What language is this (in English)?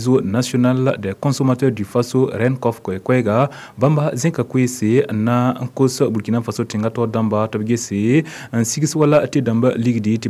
Mossi